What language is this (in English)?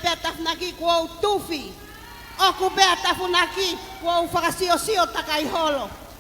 Tongan